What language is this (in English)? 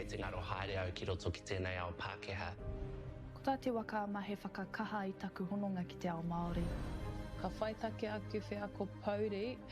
Māori